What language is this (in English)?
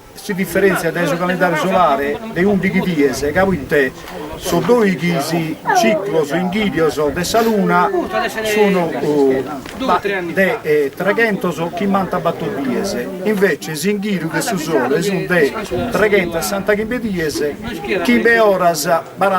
Sardinian